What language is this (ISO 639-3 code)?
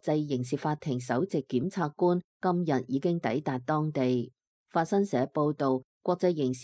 yue